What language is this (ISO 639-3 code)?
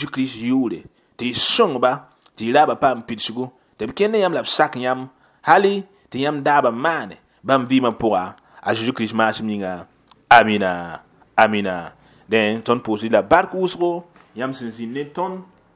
mos